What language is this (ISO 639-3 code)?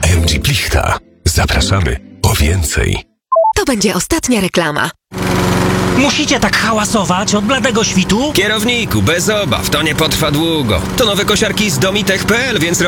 pol